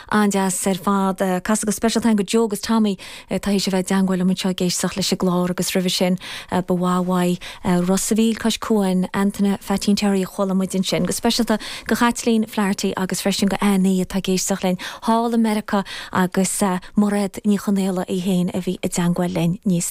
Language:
Irish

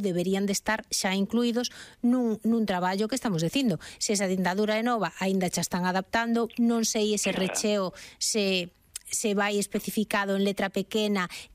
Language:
Galician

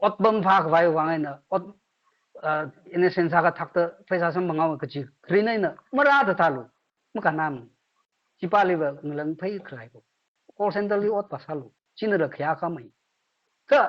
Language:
Tangkhul Naga (India)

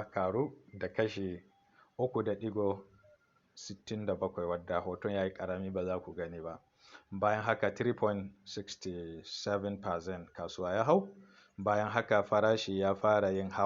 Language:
Hausa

